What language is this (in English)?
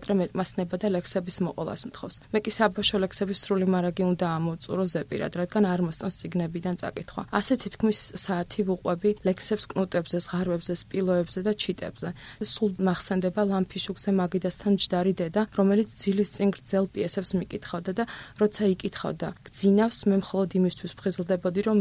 Georgian